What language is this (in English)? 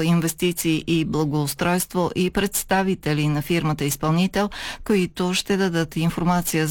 Bulgarian